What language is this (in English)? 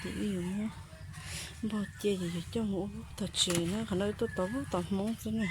Hmong